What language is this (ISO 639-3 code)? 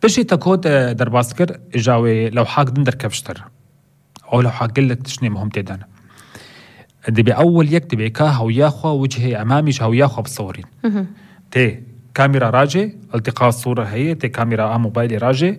kur